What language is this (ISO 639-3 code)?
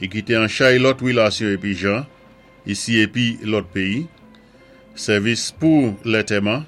acf